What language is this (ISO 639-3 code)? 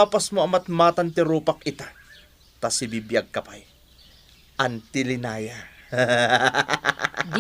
ilo